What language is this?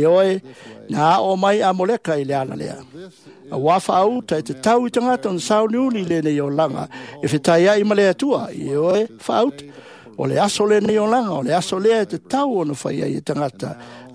Samoan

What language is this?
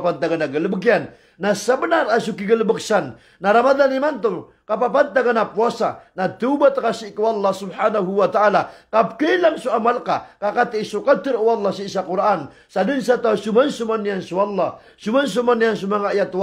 Maranao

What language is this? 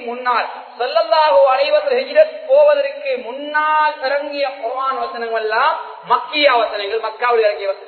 Tamil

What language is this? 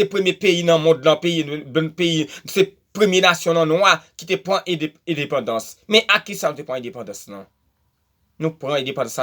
Haitian Creole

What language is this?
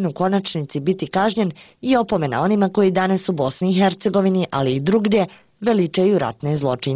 Bosnian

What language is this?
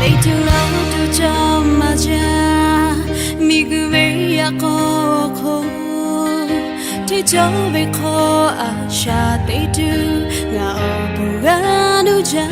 Lahu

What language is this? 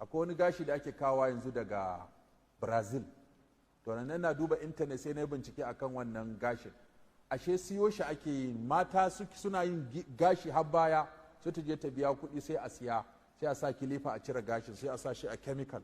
Hausa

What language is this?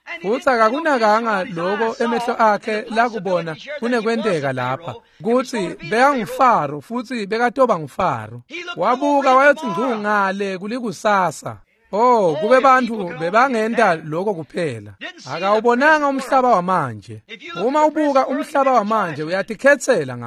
Swati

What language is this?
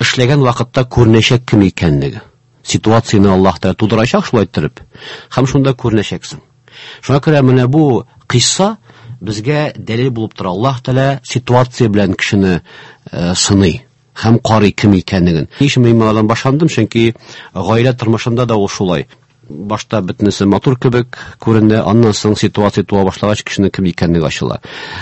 Tatar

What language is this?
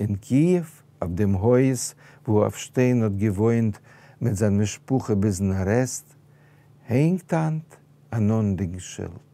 Yiddish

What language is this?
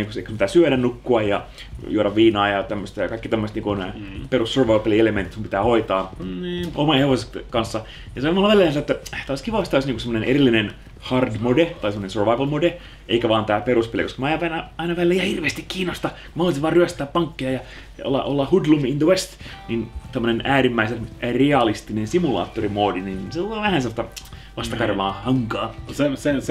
Finnish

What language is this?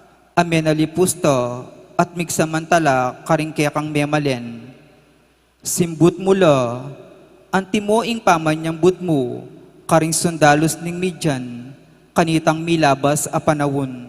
Pampanga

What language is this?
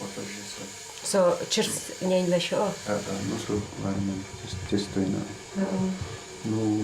Udmurt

